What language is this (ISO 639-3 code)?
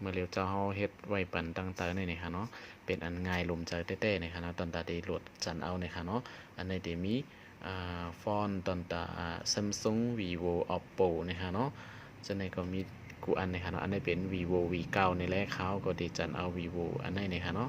shn